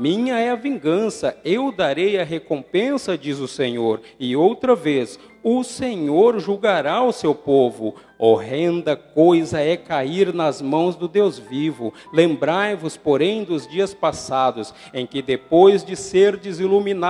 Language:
Portuguese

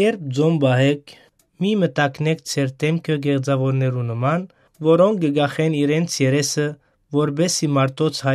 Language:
Western Armenian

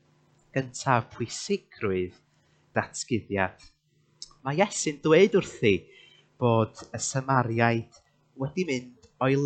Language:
Welsh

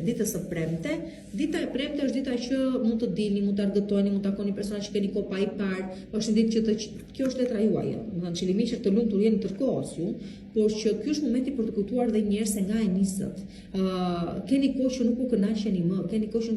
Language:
Albanian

